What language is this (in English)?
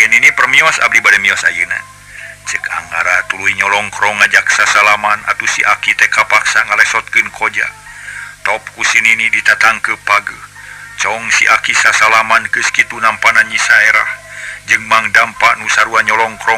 Sundanese